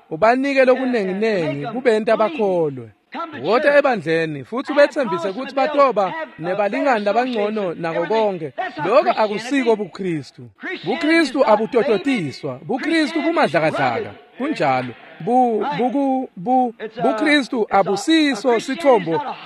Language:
Swati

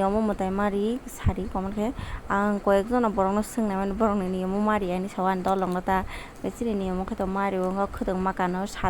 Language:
Kok Borok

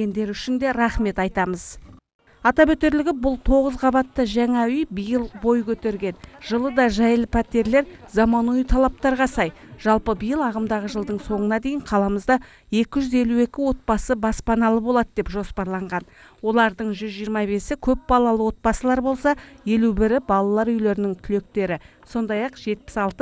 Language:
Kazakh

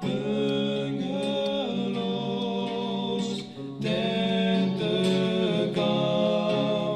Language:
Western Frisian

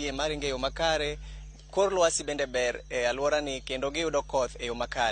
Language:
Luo (Kenya and Tanzania)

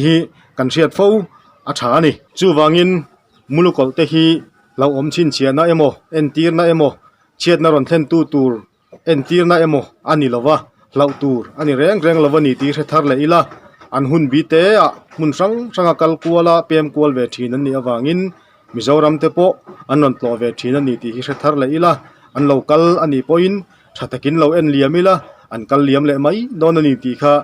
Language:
Mizo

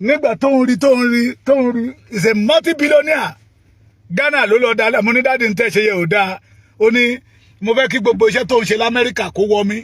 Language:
Yoruba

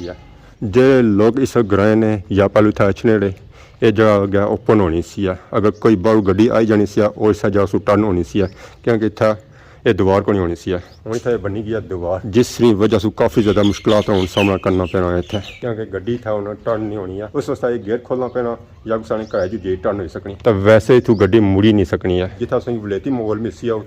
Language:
Pahari-Potwari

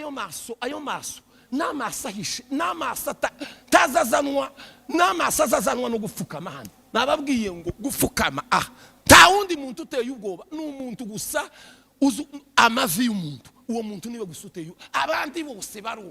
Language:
Kinyarwanda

